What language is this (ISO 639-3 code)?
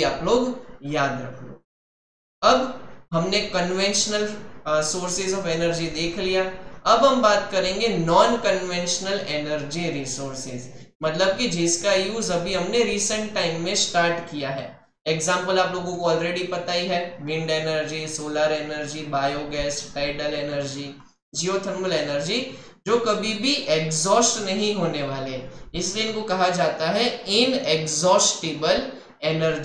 hin